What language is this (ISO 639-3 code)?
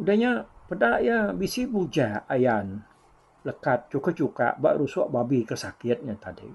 iba